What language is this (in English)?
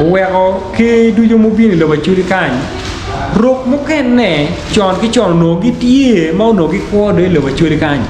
Acoli